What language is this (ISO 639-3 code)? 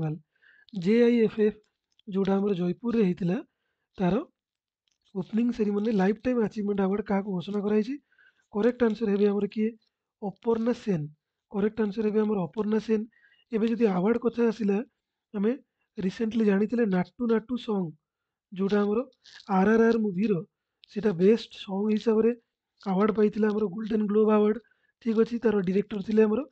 ori